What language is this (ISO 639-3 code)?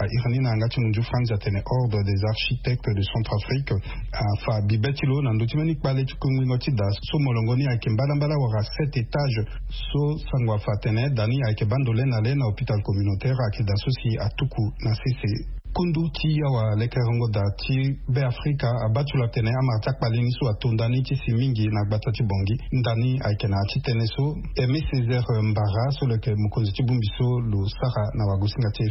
sag